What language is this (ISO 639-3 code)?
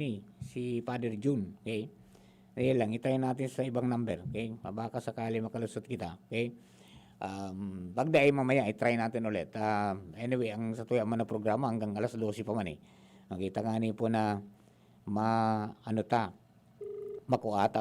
bik